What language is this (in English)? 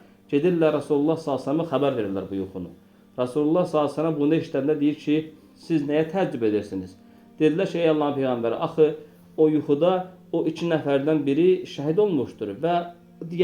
Azerbaijani